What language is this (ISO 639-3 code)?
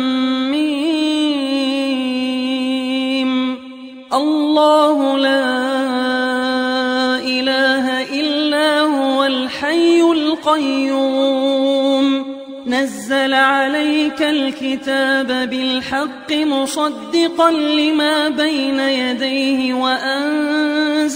ara